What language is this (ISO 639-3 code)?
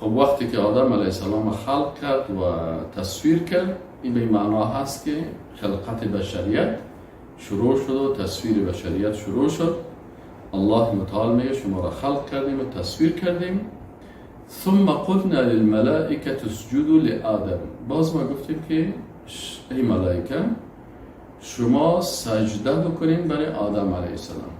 fas